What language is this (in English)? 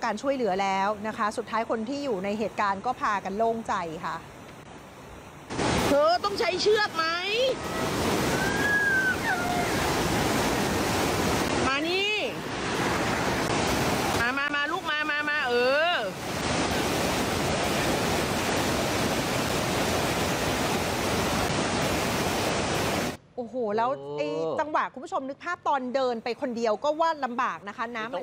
Thai